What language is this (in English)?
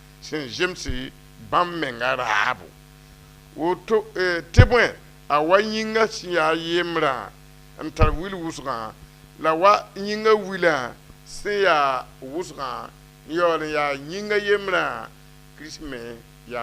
Mossi